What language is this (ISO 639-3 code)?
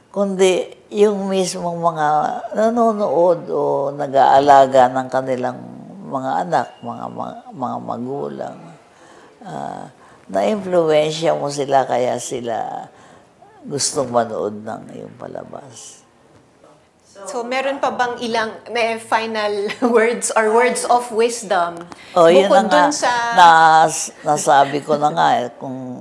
fil